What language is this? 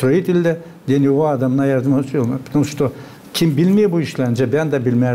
Gagauz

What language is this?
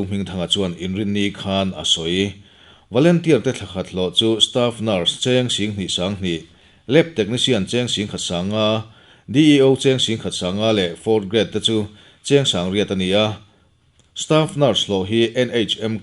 Mizo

